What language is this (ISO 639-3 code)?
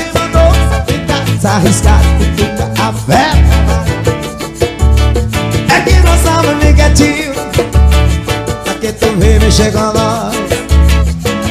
por